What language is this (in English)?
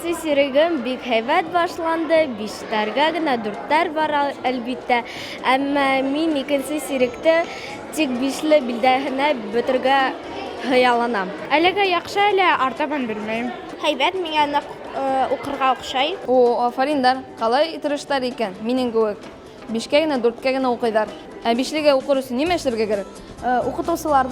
Bashkir